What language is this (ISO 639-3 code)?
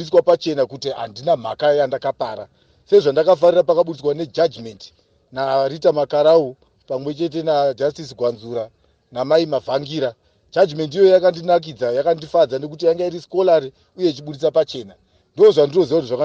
sna